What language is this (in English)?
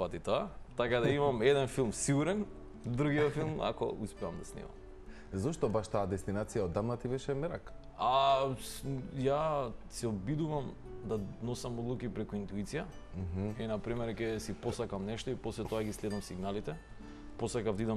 Macedonian